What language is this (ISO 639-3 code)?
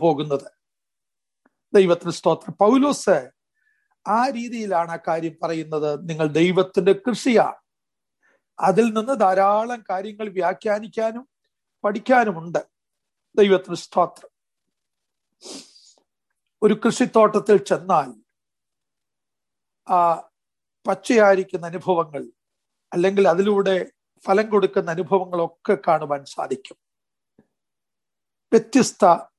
mal